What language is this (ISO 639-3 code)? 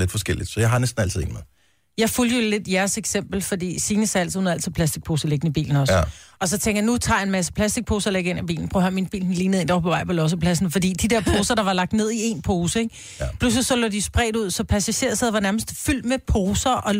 dan